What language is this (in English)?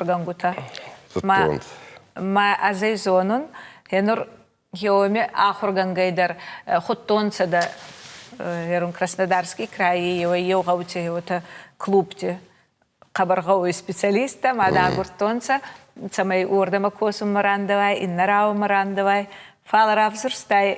Ossetic